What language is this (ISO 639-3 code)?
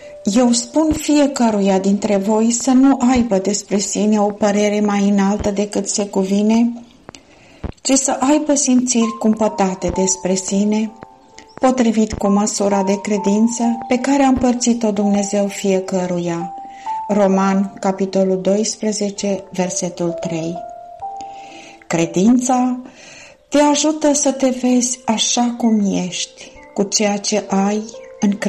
ron